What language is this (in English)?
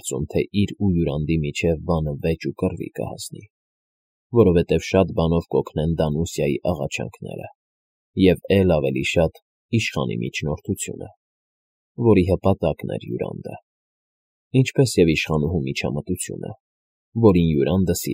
Armenian